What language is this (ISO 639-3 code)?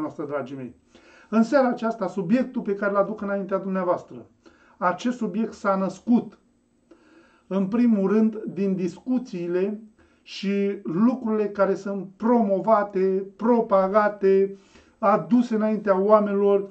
ron